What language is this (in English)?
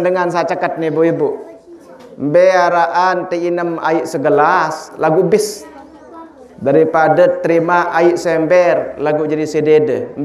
Sasak